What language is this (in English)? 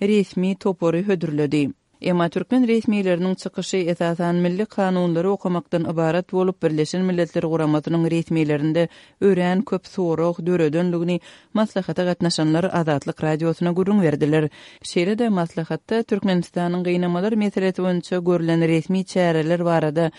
Turkmen